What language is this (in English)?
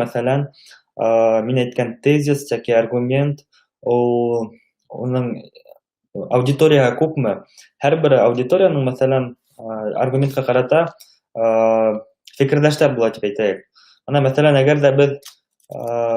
Bashkir